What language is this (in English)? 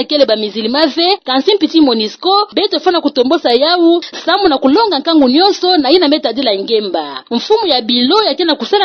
Kituba (Democratic Republic of Congo)